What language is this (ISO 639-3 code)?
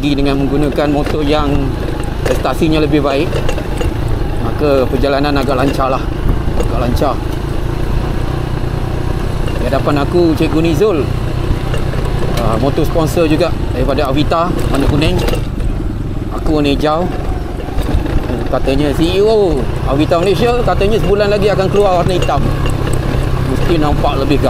msa